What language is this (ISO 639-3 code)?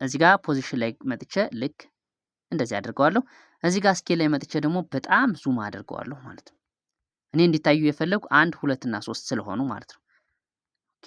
amh